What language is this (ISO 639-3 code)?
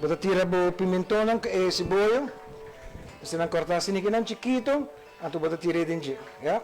pap